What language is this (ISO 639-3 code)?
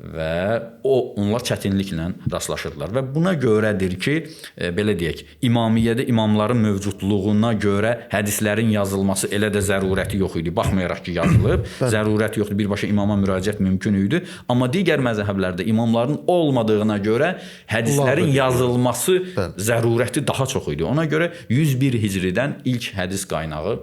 aze